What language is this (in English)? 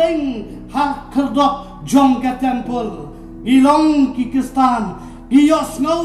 Khasi